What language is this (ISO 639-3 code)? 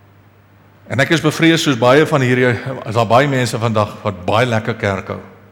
afr